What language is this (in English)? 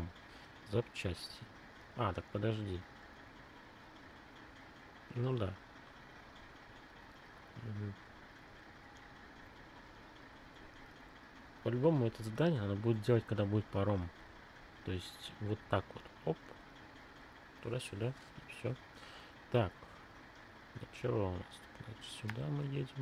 Russian